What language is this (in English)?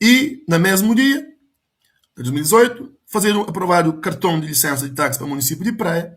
Kabuverdianu